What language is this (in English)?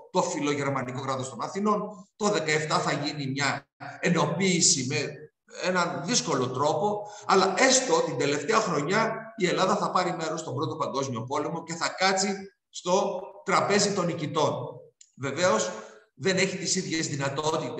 Greek